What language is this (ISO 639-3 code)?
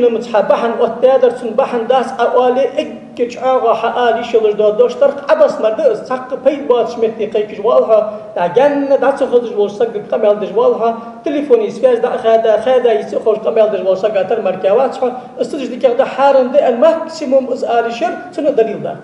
inh